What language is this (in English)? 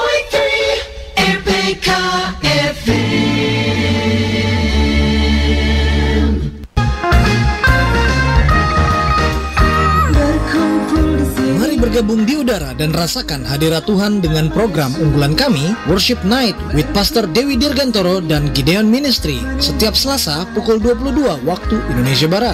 Indonesian